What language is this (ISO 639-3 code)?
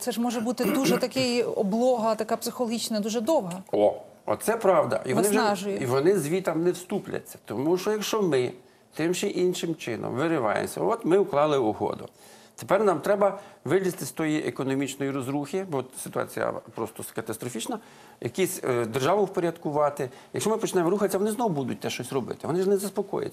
ukr